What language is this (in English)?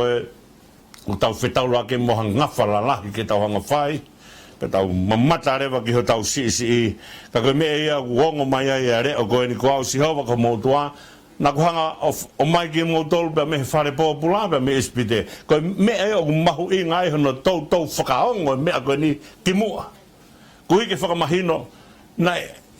Tongan